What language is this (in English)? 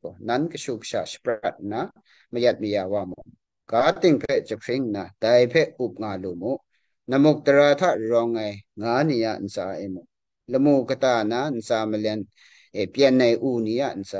Kachin